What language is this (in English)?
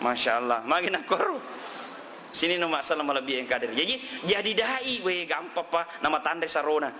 Buginese